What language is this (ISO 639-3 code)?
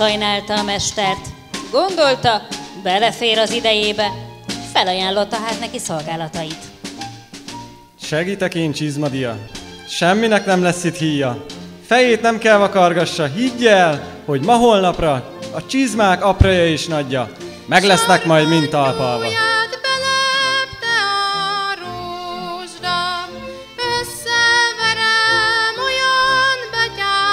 hun